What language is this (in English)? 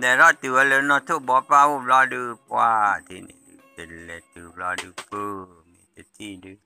S'gaw Karen